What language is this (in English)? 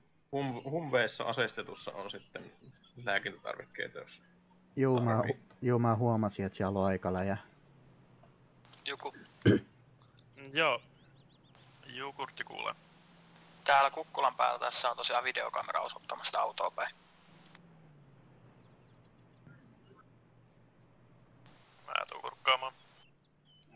Finnish